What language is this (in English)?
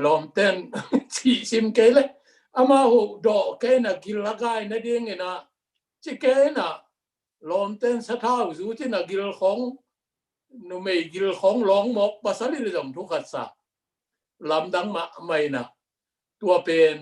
Tedim Chin